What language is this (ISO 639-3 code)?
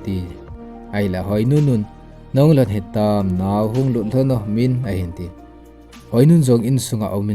tcz